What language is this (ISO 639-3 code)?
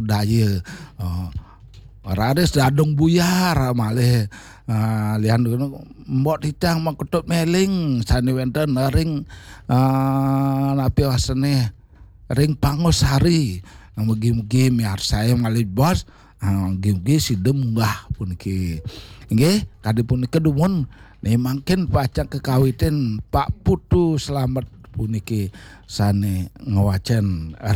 ban